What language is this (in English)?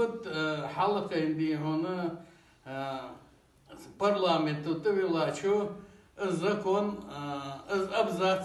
Ingush